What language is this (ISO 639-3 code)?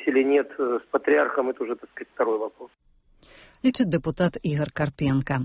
bel